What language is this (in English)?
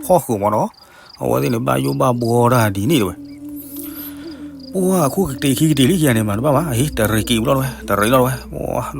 S'gaw Karen